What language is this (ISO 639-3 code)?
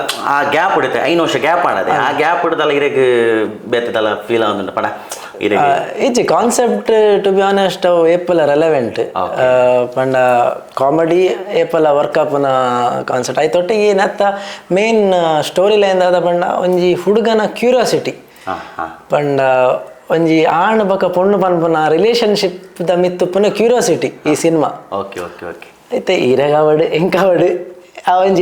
tcy